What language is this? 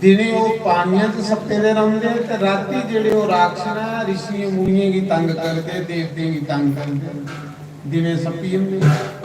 Dogri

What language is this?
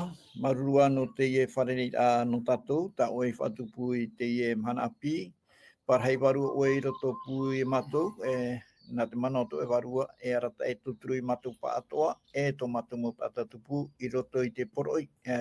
Tahitian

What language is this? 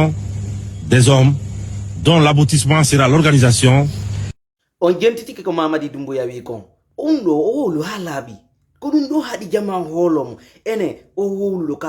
Fula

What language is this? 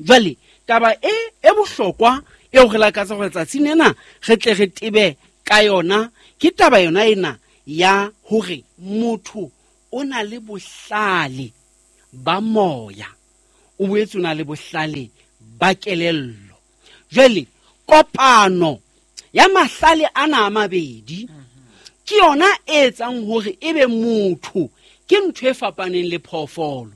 Southern Sotho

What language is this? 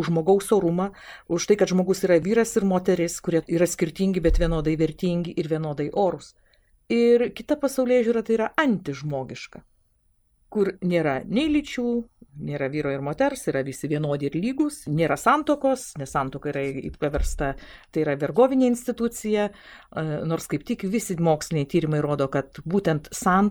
Lithuanian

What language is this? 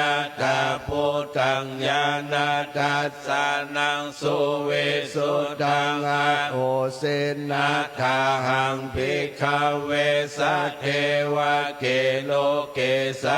Pali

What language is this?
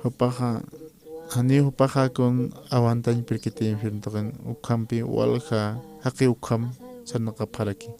Aymara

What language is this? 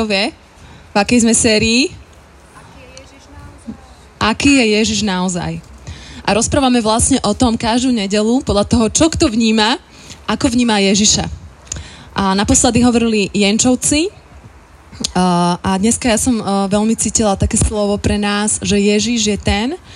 Slovak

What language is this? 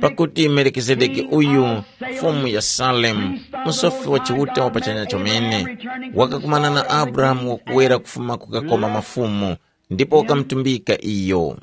Tumbuka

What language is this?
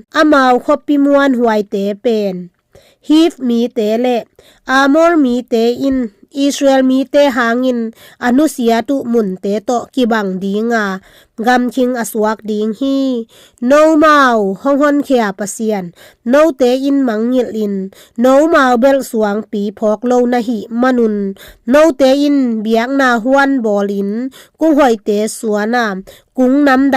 Tedim Chin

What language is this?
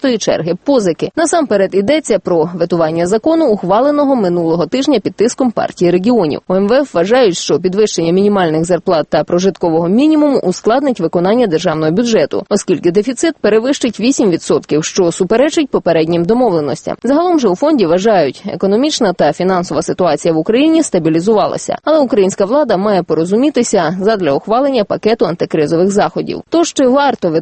Ukrainian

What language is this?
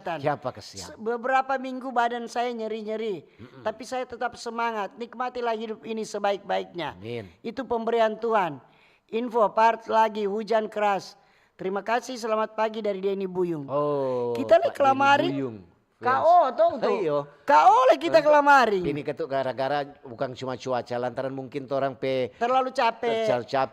Manado Malay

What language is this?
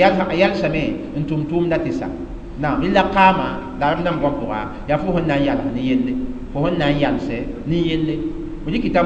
Mossi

